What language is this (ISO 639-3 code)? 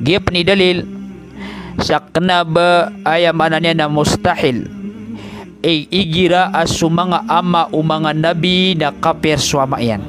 mrw